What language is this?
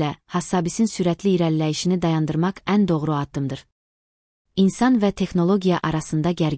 Azerbaijani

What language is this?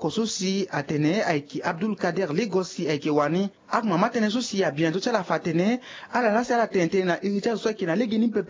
Sango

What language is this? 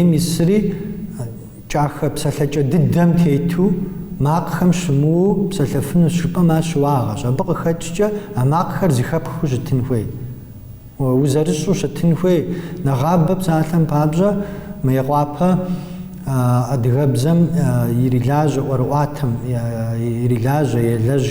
Kabardian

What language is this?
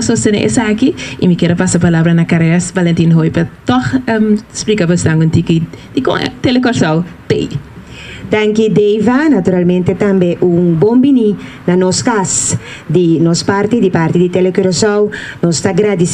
Papiamento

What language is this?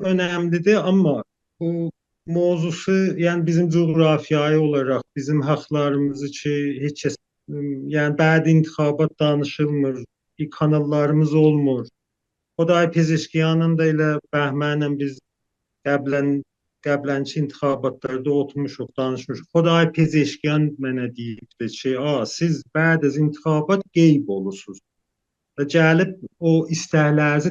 South Azerbaijani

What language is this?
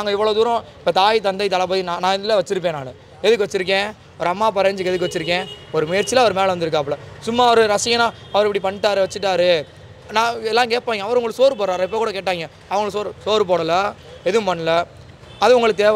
Tamil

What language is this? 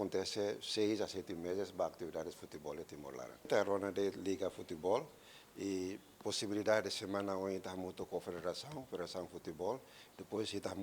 Tetum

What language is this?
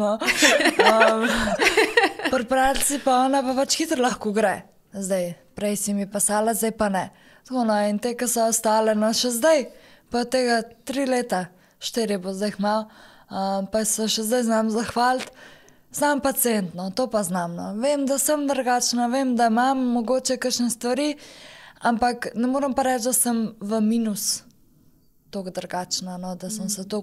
Slovenian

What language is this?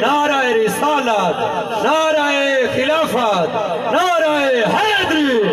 Saraiki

